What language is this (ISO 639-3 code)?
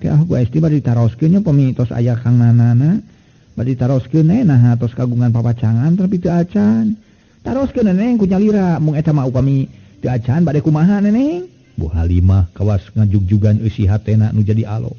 sun